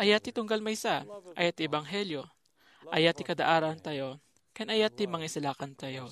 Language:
Iloko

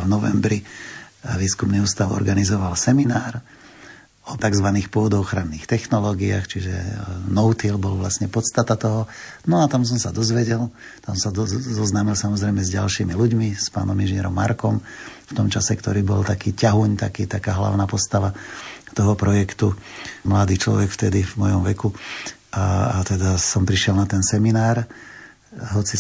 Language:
Slovak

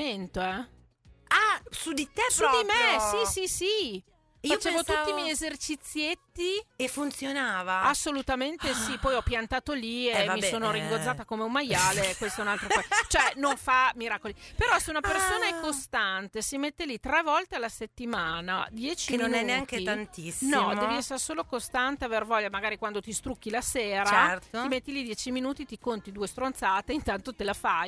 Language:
Italian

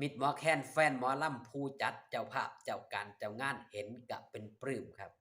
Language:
Northeastern Thai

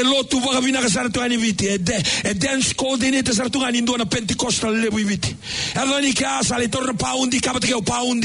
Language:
Fijian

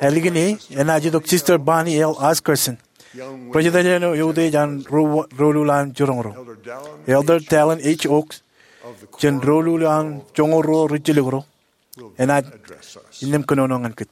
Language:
Marshallese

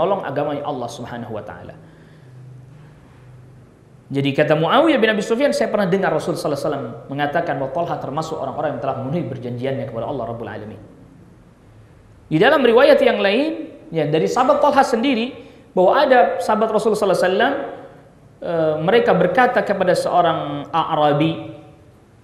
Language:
Indonesian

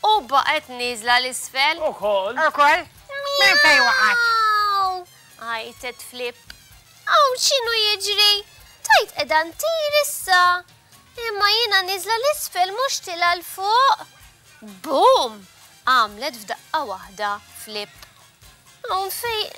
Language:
Maltese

